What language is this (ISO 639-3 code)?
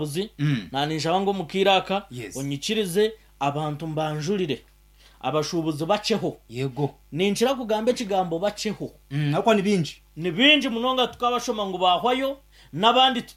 nyn